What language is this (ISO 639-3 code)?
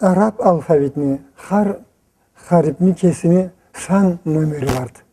krc